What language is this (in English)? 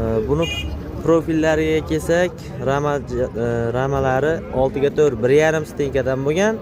Uzbek